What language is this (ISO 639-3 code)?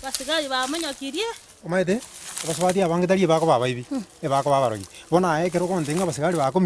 guz